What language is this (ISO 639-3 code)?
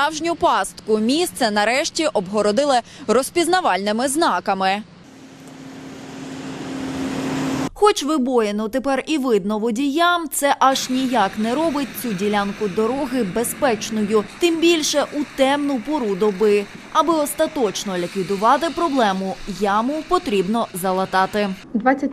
ukr